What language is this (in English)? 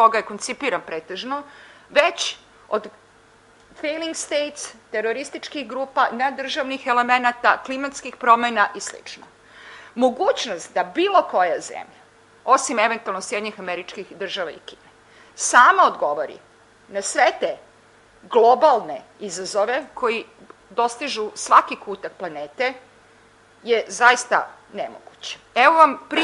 Serbian